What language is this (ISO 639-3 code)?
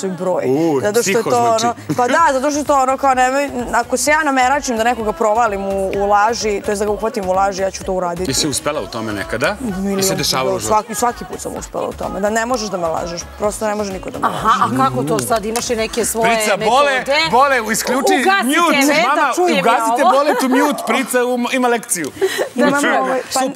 srp